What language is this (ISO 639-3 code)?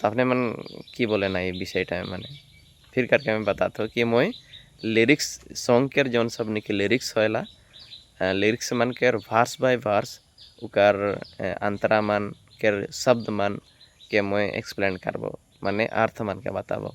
sck